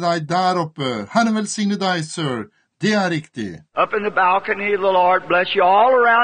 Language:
Norwegian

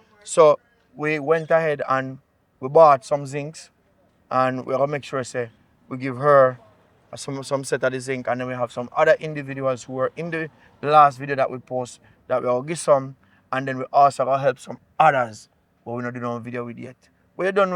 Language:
Jamaican Creole English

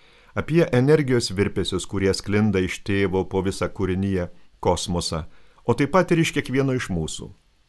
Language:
Lithuanian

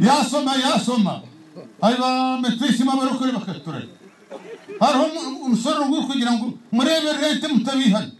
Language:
Nyankole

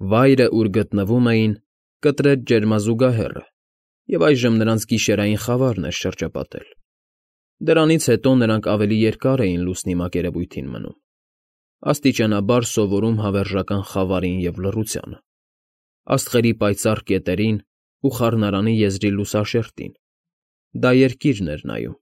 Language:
Armenian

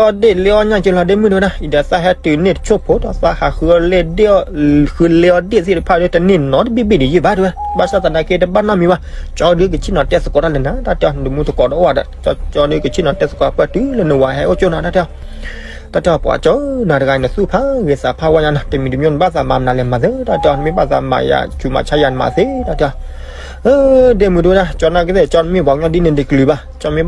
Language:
S'gaw Karen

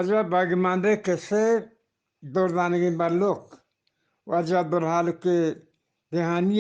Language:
Eastern Balochi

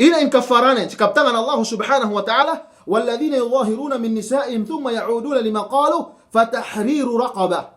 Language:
Yakan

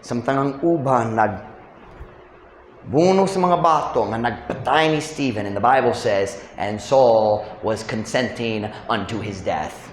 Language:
Cebuano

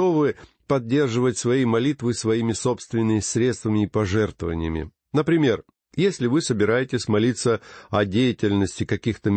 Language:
Russian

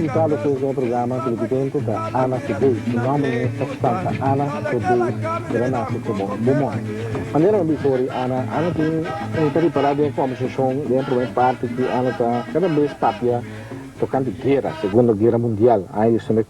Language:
Papiamento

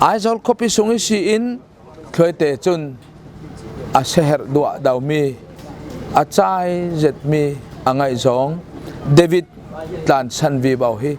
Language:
Falam Chin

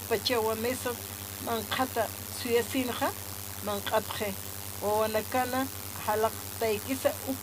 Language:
Aymara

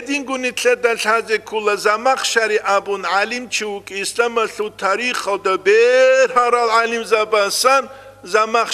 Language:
Avaric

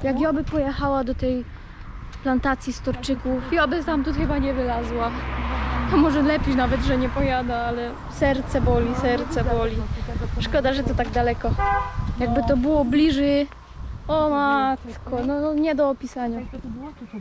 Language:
Silesian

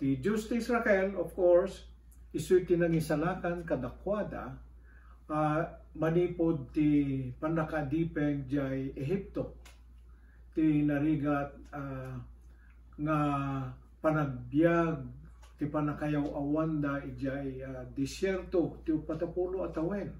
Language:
Iloko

